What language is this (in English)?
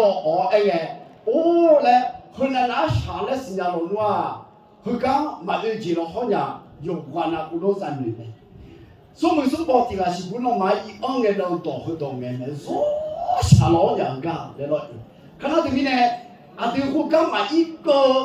Akha